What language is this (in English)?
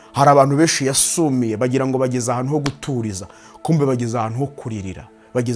Kinyarwanda